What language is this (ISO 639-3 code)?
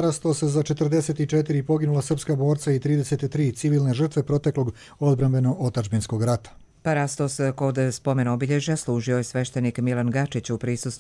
hrv